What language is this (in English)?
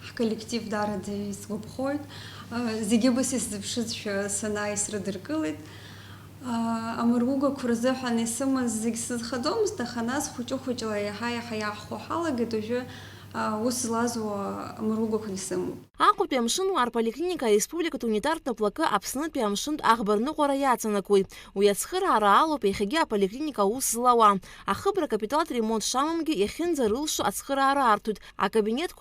Abkhazian